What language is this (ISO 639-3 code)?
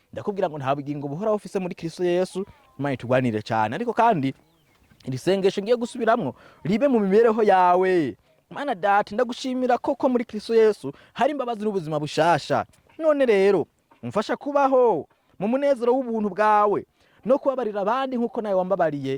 run